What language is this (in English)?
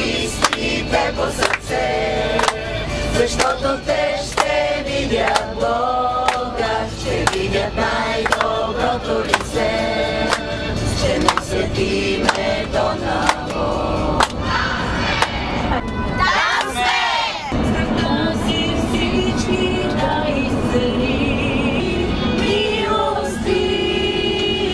Bulgarian